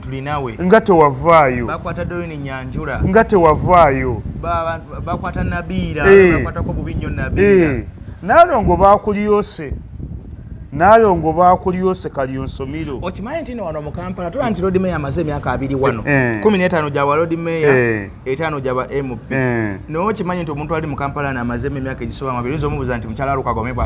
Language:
Ganda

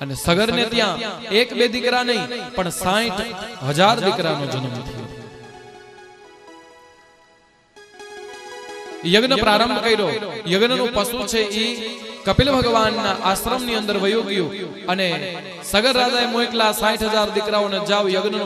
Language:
Gujarati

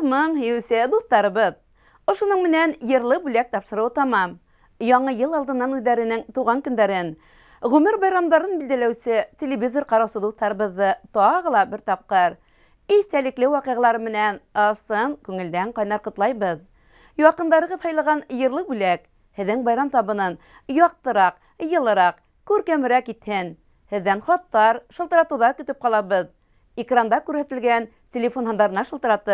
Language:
Bashkir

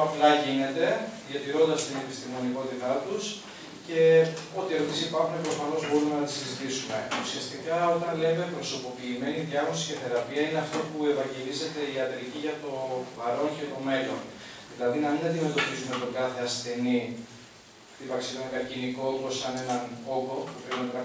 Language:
Greek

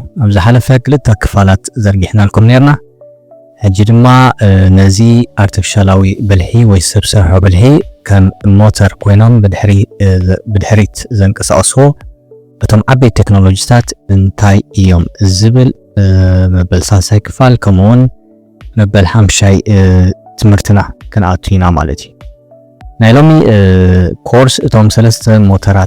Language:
Tigrinya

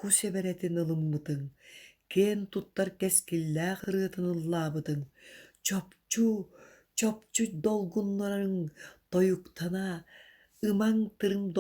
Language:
Yakut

